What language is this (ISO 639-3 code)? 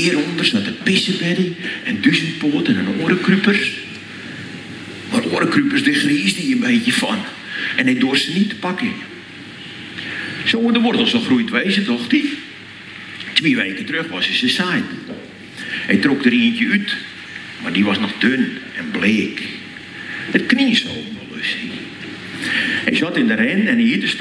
nld